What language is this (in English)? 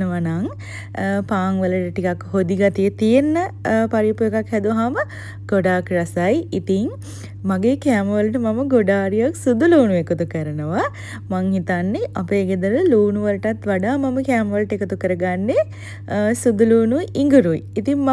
Sinhala